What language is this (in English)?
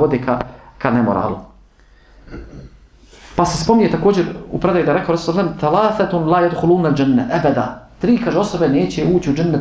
Bosnian